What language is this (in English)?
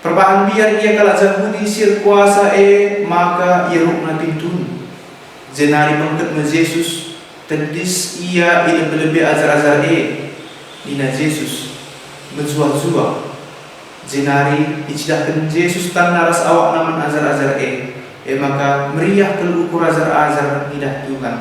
Batak Karo